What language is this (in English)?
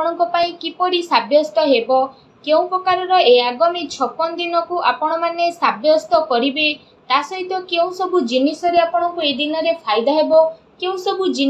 Odia